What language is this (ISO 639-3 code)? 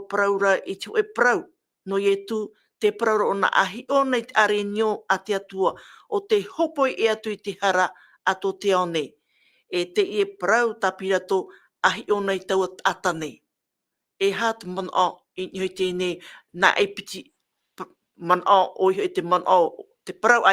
tah